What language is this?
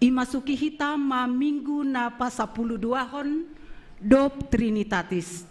Batak Simalungun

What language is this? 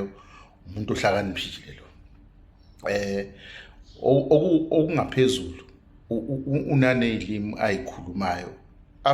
Zulu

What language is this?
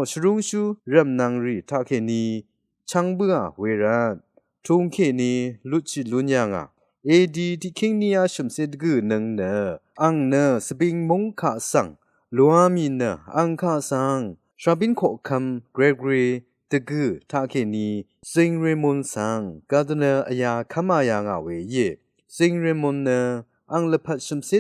Rawang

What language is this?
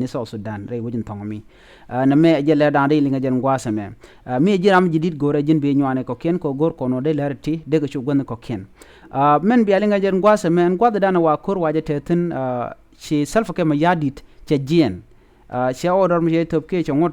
Nuer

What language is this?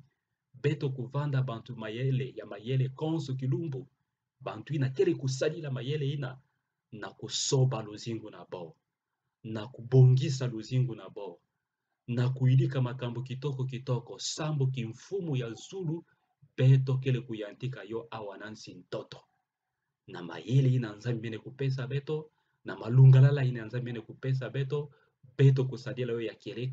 Kituba (Democratic Republic of Congo)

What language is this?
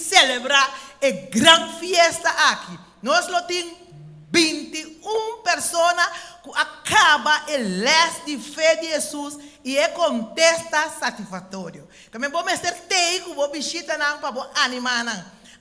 Papiamento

